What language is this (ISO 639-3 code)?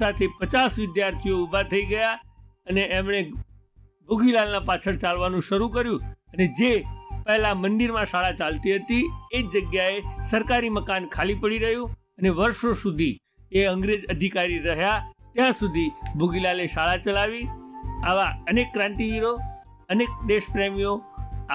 guj